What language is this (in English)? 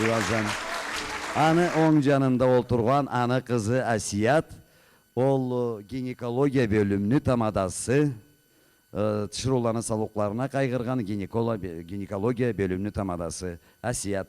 Karachay-Balkar